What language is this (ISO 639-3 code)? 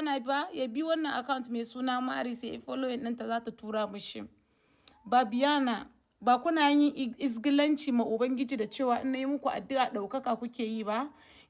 hau